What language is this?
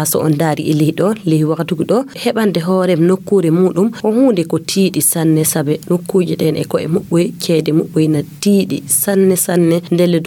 Fula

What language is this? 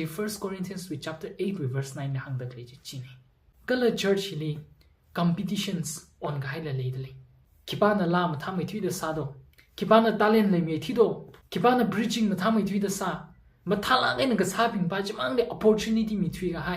Tangkhul Naga (India)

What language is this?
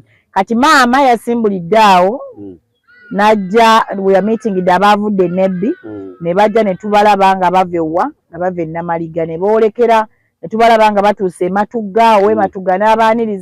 Ganda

